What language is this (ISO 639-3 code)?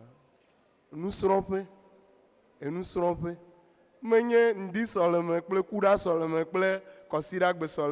ewe